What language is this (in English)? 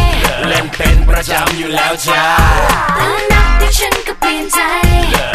Thai